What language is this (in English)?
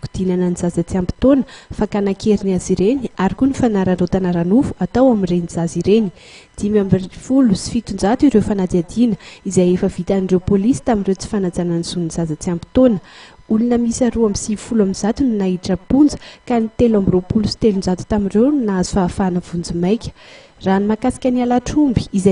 Malagasy